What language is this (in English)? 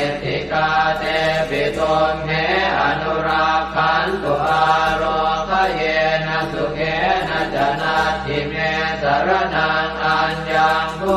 Pali